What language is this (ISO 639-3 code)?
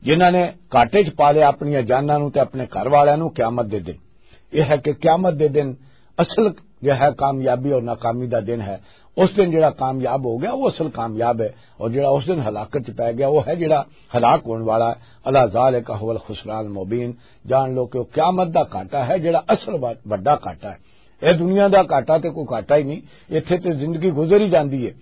lah